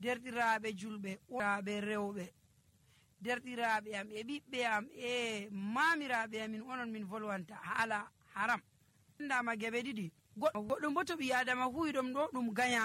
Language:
Nigerian Fulfulde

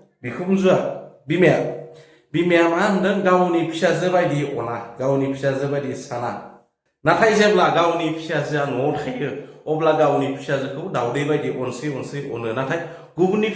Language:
Bodo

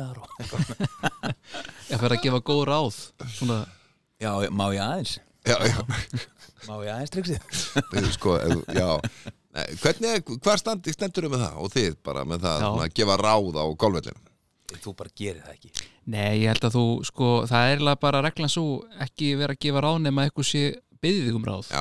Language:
Icelandic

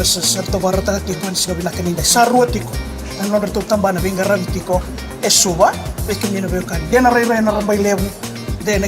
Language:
Fijian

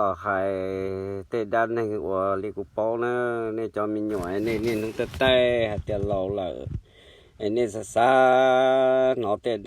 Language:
Hmong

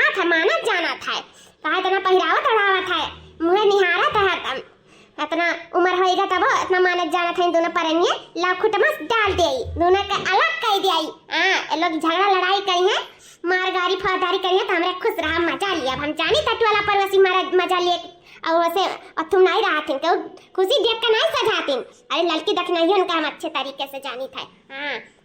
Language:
Awadhi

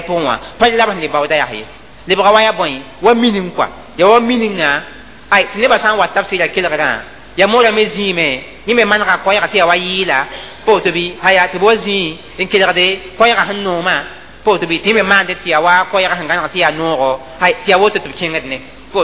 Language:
Mossi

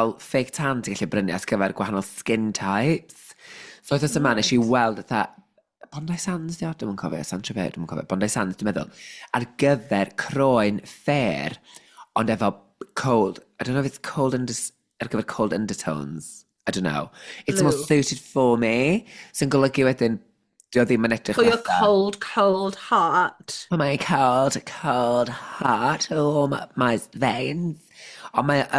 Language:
Welsh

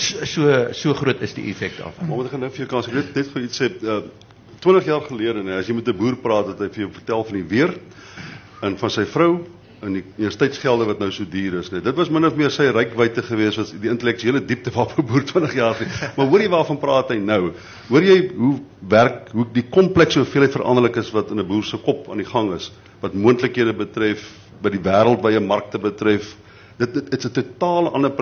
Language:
Afrikaans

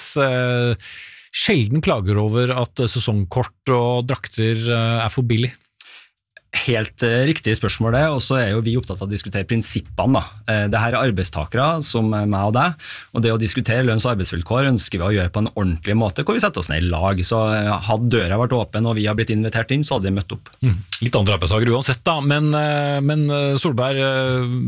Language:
Norwegian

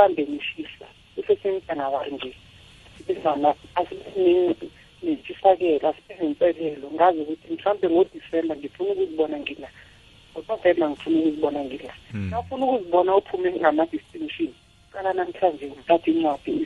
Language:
South Ndebele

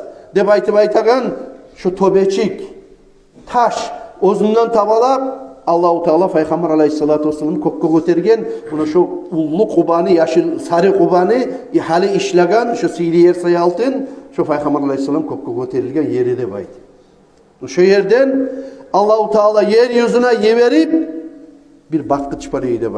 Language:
Kumyk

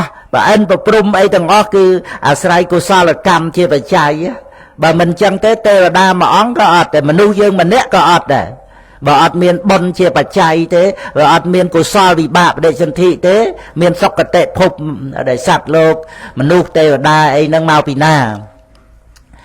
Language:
Khmer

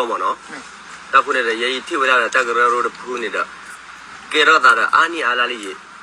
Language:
S'gaw Karen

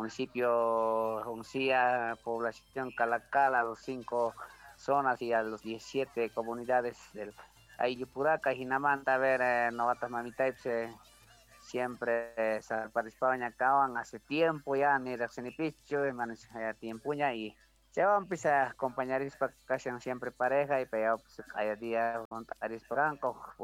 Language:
South Bolivian Quechua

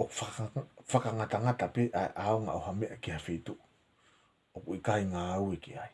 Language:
Tongan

